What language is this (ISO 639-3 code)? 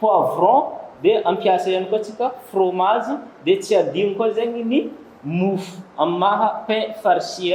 mlg